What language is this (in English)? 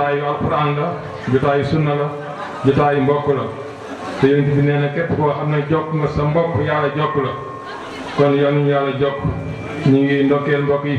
Wolof